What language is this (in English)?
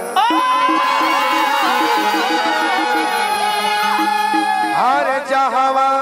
Bhojpuri